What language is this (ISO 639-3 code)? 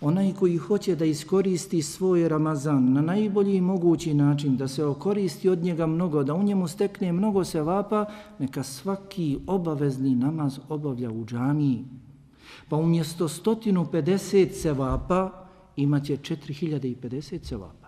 bos